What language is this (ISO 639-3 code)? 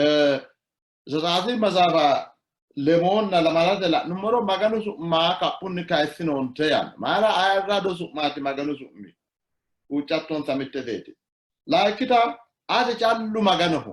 sid